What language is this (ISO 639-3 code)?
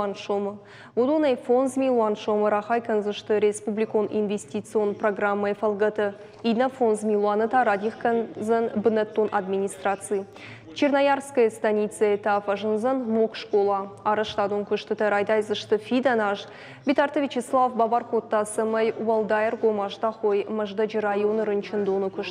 oss